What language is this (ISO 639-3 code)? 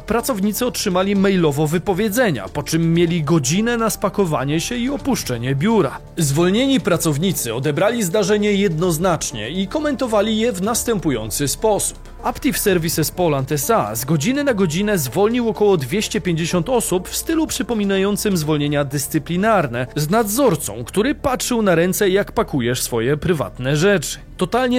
pol